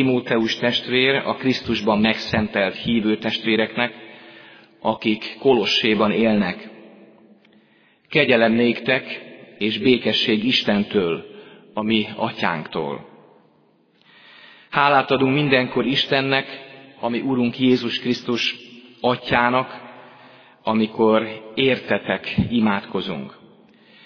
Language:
Hungarian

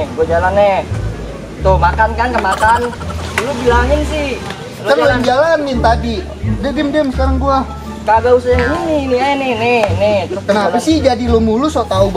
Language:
Betawi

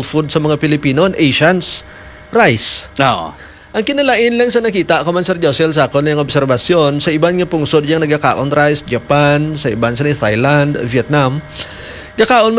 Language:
Hiligaynon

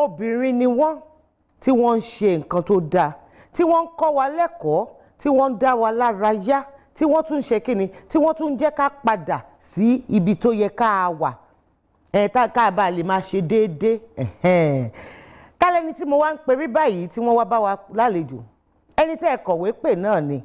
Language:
Yoruba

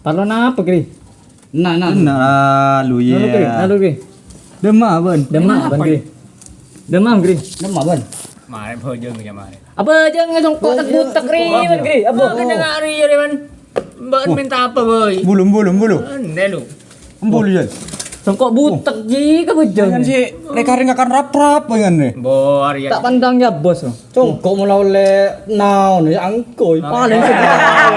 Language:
Madurese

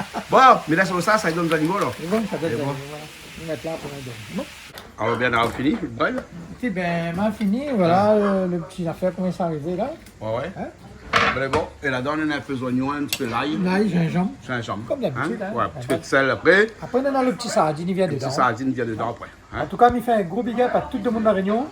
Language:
Réunion Creole French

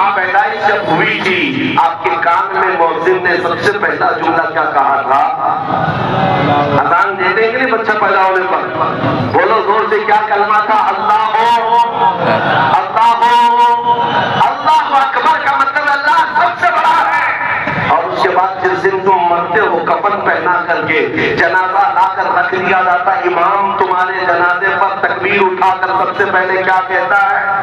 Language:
Urdu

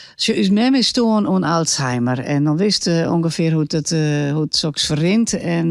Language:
Western Frisian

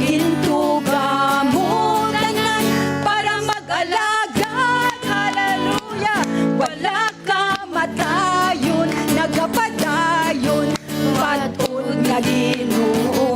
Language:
Hiligaynon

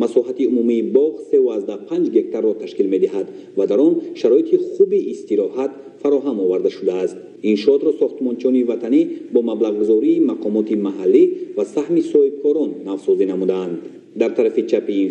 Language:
Tajik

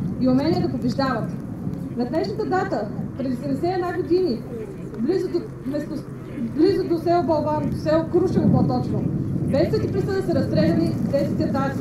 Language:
Bulgarian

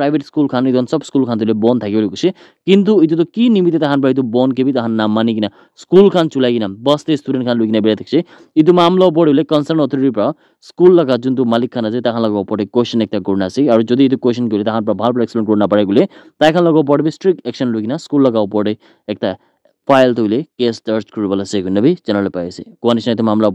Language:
Naga Pidgin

